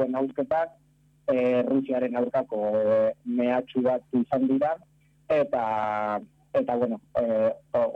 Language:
Basque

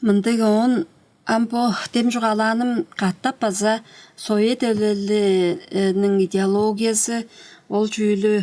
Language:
Tuvinian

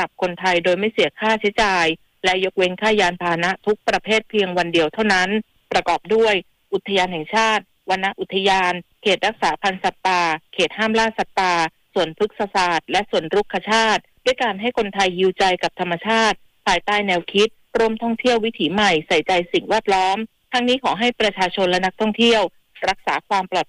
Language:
Thai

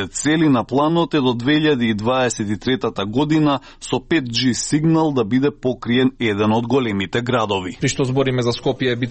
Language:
Macedonian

